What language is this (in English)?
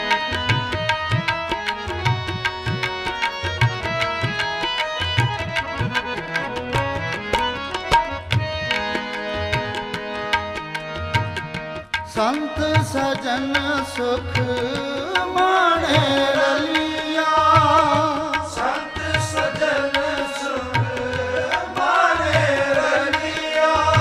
Punjabi